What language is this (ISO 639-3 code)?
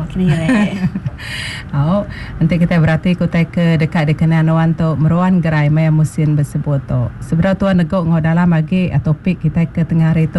iba